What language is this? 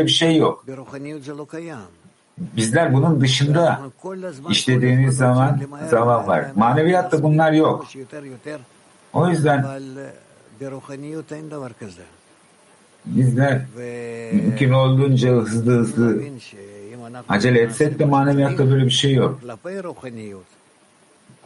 Turkish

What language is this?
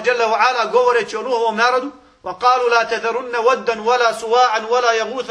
Bosnian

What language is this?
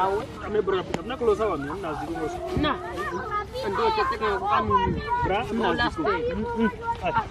Kwangali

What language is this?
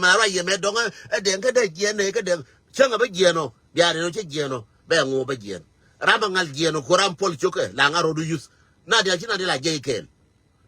Nuer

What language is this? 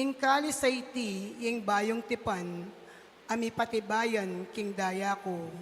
Pampanga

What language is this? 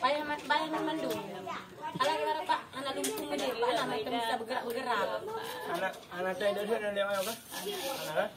Achinese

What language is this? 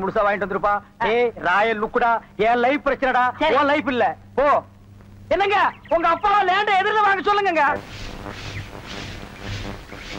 Tamil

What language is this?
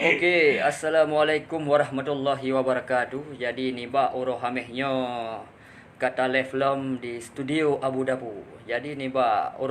Achinese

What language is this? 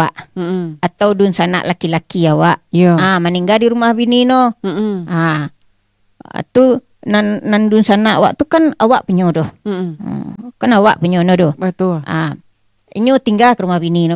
Minangkabau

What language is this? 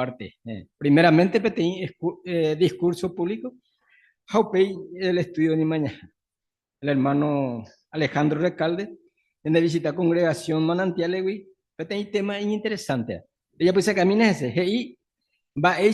Guarani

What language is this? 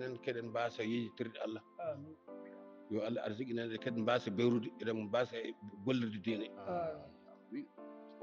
Fula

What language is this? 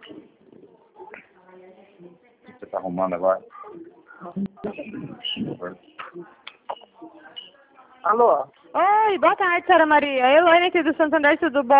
Portuguese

